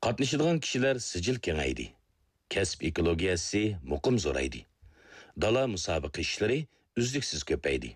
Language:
Uyghur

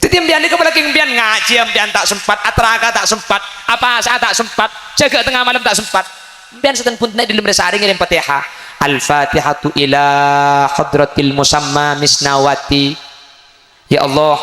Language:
Madurese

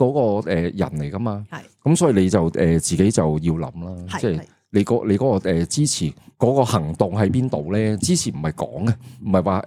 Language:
Cantonese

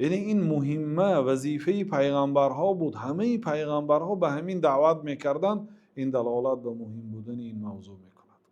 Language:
Tajik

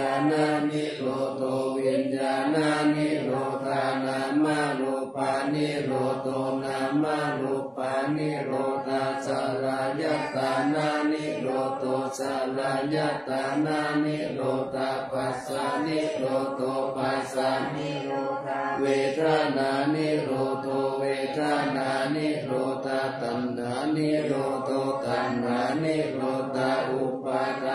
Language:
Pali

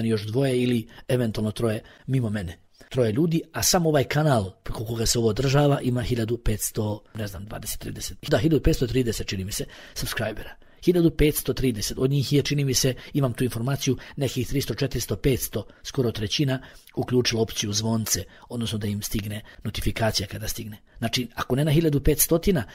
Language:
Bosnian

